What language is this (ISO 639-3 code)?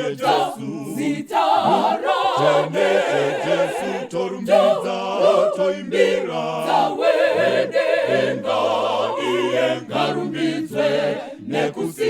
sna